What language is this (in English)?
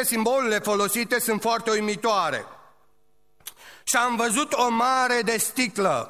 Romanian